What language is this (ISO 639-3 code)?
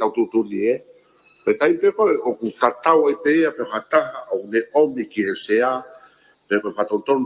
ton